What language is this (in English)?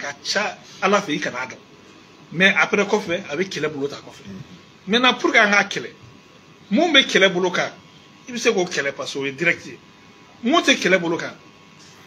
Bambara